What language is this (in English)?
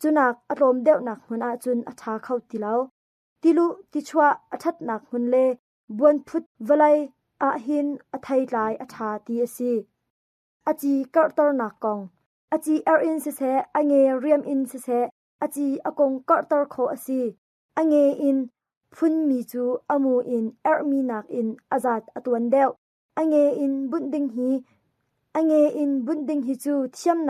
Hakha Chin